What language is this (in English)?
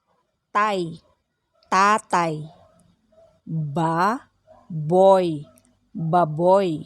Pangasinan